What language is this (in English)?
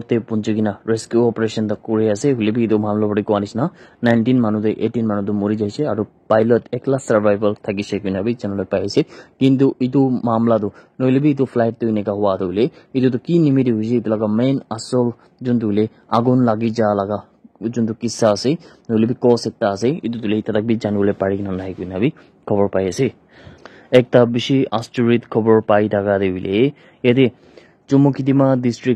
Naga Pidgin